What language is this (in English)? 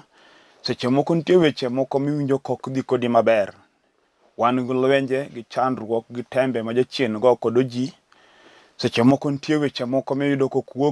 Luo (Kenya and Tanzania)